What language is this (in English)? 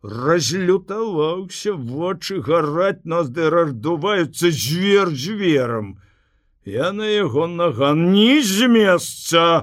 Belarusian